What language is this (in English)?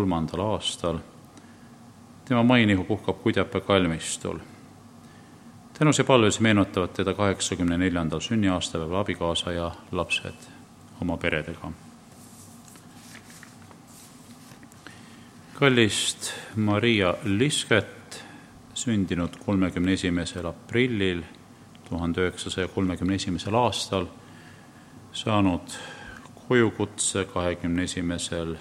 Estonian